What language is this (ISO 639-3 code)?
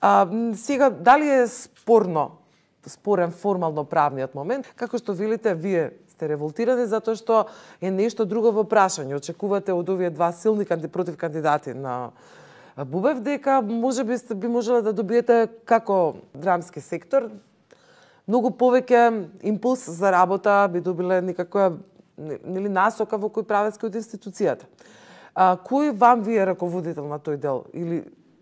mkd